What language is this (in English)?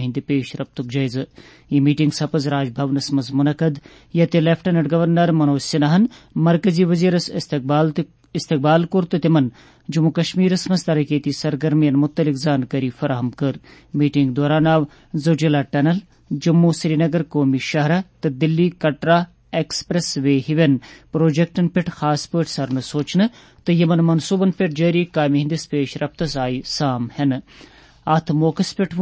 Kashmiri